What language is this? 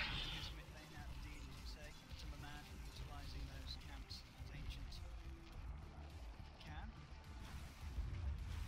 English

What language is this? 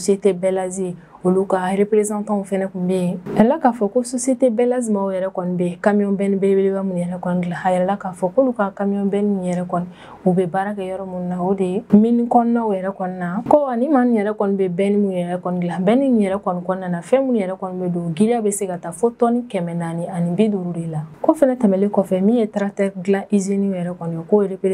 Bambara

